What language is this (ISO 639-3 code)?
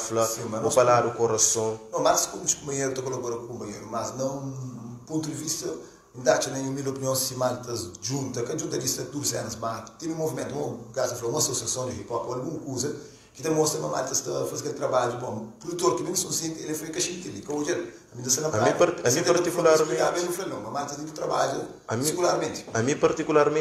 kea